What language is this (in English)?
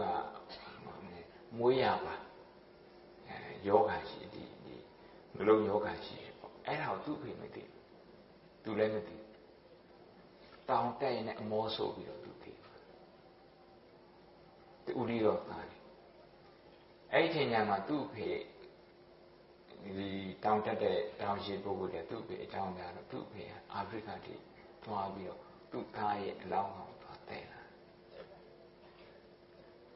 Burmese